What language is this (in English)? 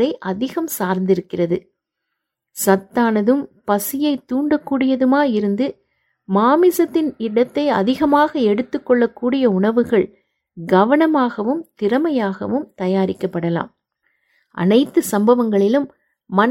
Tamil